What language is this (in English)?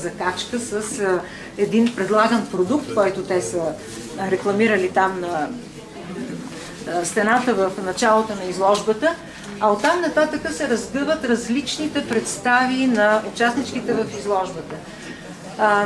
Bulgarian